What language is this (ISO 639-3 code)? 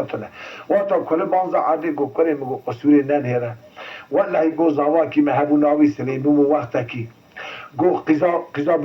kur